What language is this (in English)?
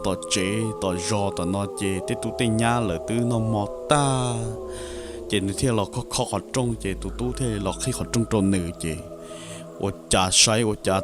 Hmong